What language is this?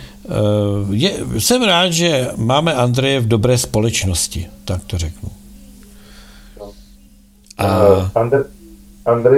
Czech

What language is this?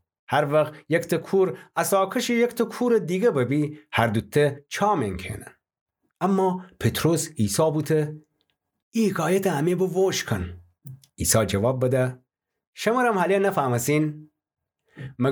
Gilaki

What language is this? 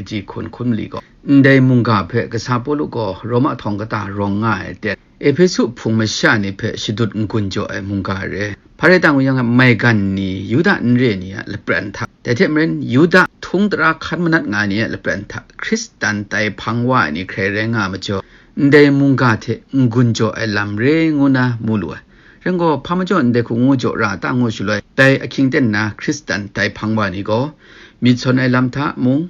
Kachin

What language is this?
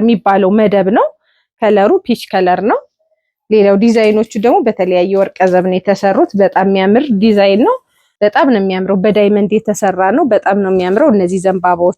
Amharic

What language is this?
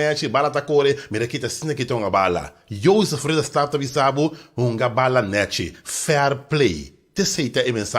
Papiamento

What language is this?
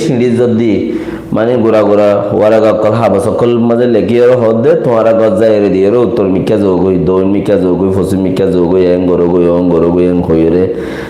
Rohingya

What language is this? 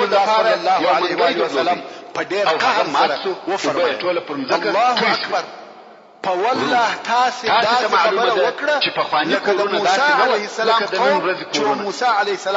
Pashto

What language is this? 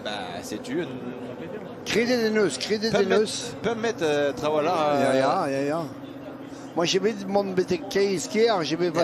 Breton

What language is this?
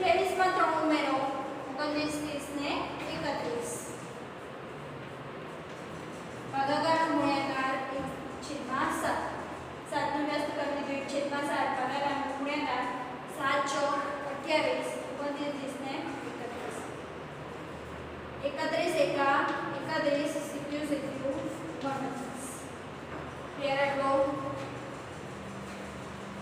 Gujarati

